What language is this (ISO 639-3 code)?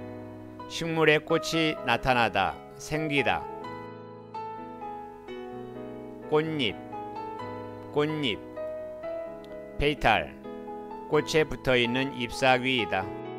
kor